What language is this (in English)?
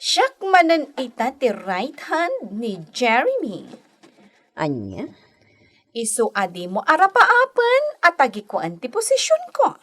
Iloko